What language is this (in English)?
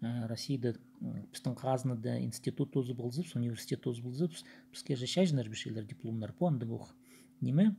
Khakas